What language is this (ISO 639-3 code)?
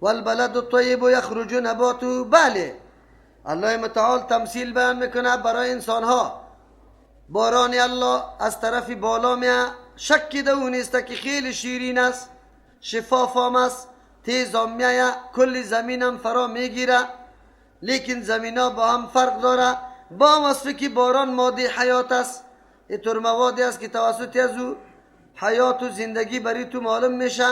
fas